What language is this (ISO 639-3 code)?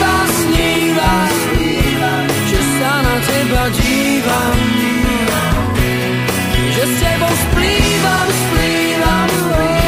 slk